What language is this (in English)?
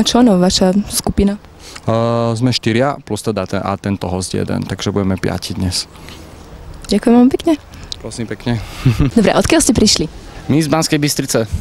Slovak